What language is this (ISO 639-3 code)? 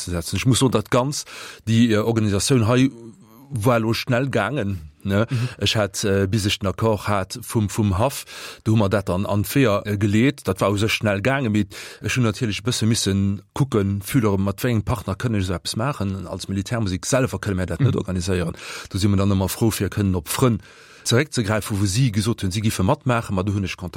ltz